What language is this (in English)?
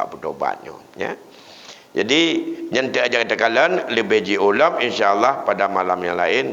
Achinese